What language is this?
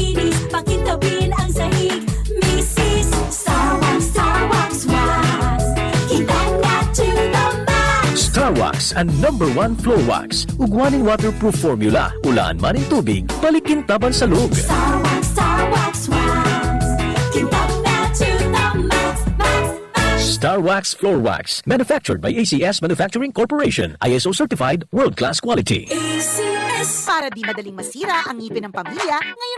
Bikol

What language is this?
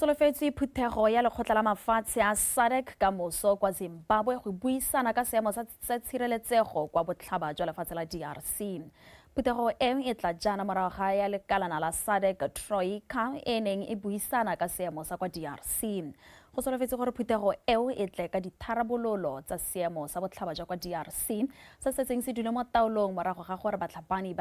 Tswana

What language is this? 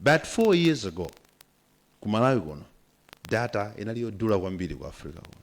Nyanja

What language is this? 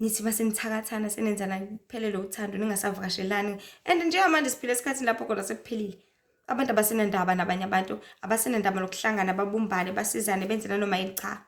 Zulu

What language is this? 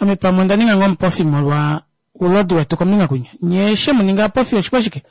Kuanyama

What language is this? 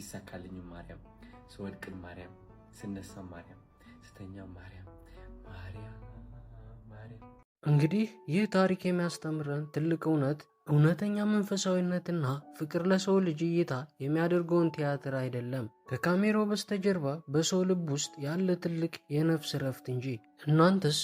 Amharic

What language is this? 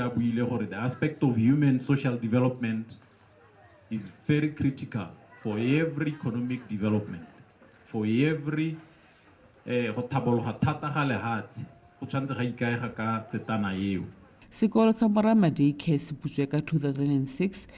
Tswana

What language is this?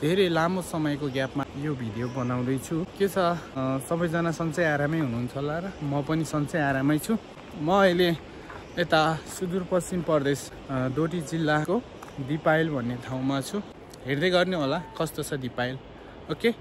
Nepali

